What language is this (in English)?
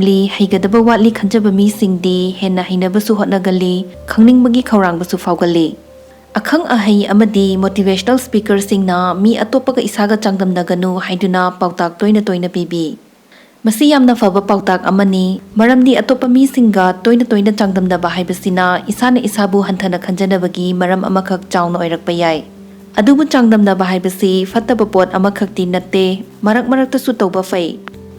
Manipuri